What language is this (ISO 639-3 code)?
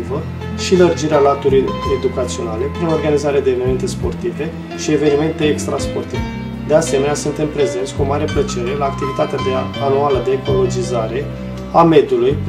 ron